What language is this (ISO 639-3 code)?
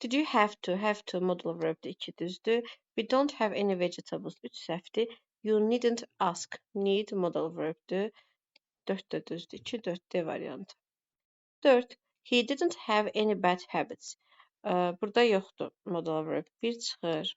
aze